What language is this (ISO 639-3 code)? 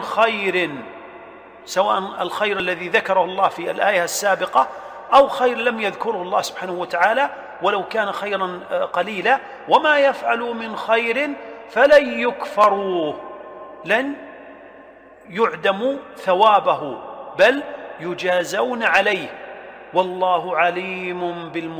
ara